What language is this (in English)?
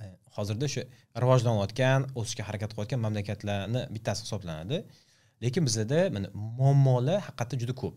Uzbek